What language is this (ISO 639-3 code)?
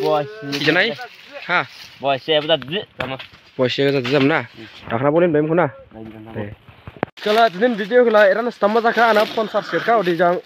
dis